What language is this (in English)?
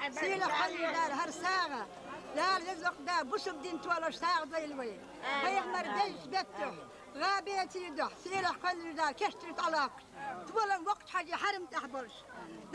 Chechen